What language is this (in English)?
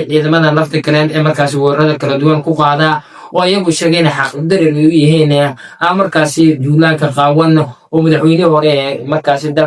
Somali